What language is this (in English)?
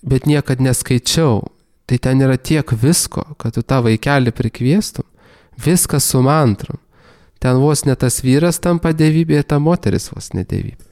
Lithuanian